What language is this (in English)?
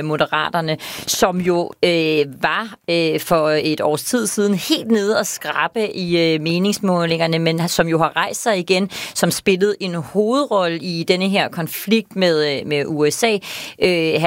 Danish